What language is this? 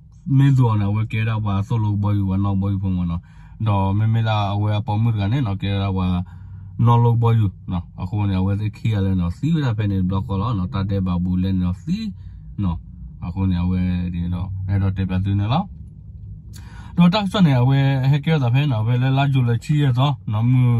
S'gaw Karen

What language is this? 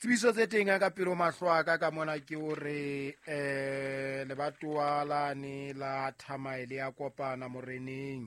Southern Sotho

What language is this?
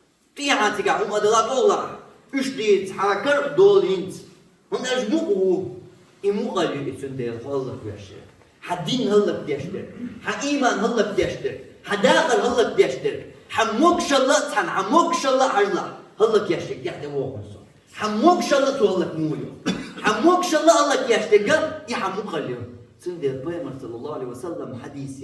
Chechen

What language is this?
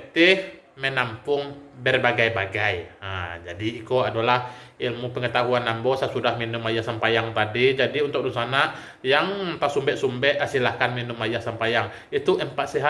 Minangkabau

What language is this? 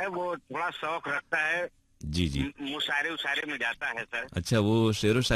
Hindi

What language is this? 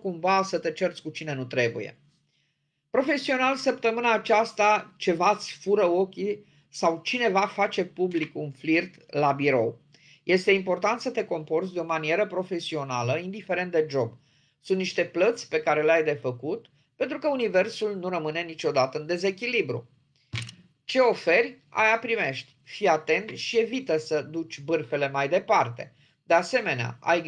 Romanian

